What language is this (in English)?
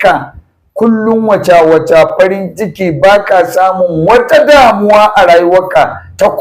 Hausa